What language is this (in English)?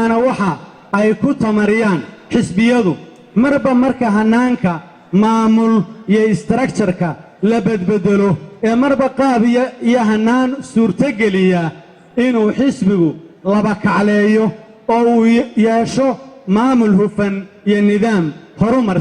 Somali